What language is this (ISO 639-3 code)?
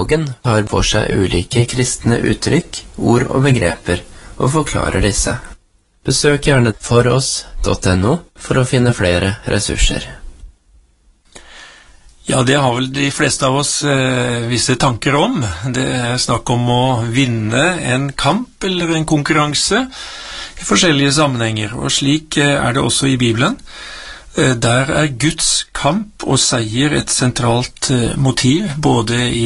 nor